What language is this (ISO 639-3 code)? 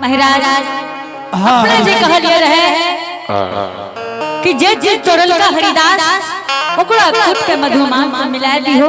anp